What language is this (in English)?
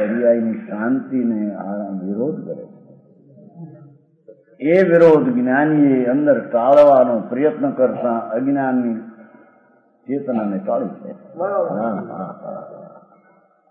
Gujarati